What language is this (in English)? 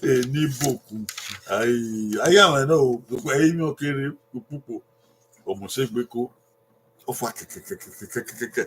Bini